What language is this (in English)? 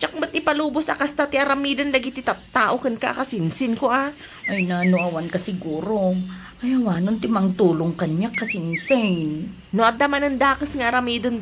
Iloko